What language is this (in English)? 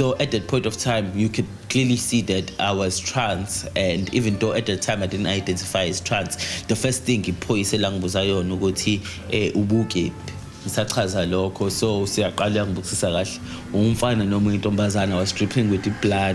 Zulu